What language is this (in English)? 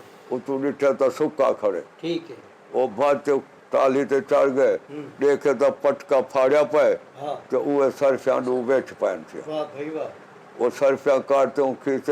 Saraiki